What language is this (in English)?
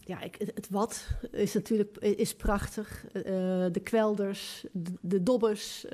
Western Frisian